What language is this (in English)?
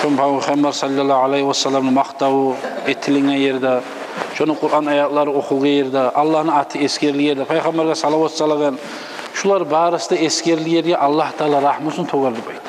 Kumyk